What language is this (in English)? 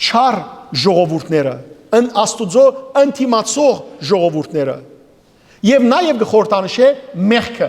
Western Armenian